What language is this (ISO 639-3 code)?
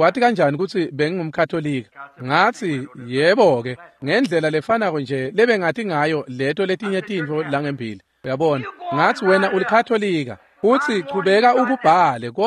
ssw